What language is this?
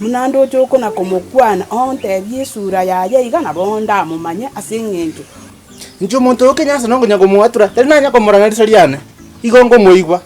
Gusii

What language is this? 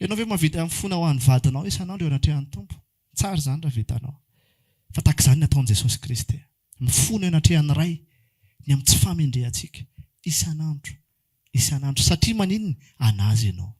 Malagasy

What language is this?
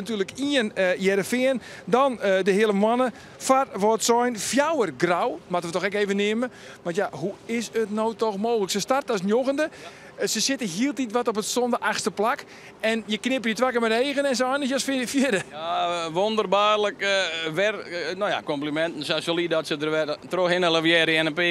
Western Frisian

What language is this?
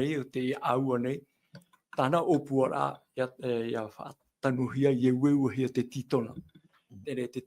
Tahitian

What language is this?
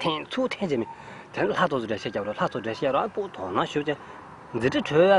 Tibetan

